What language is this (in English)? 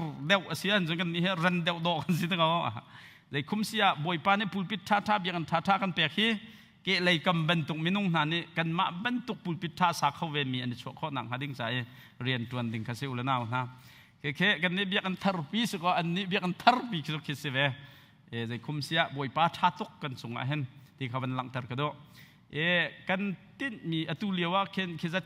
Hakha Chin